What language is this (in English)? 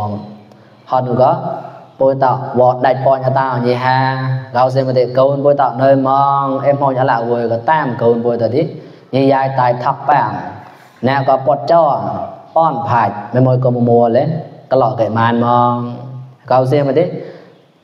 Mon